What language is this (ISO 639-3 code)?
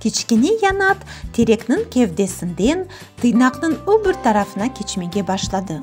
crh